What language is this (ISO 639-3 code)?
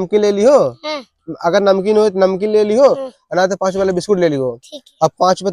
bho